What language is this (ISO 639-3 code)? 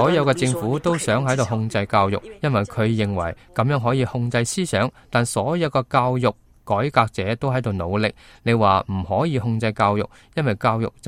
yue